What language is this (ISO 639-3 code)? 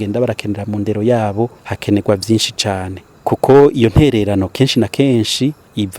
run